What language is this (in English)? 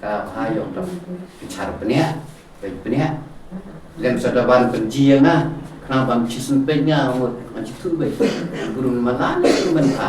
Khasi